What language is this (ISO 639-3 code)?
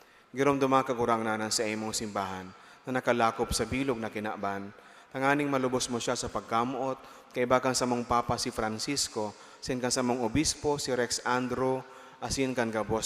bik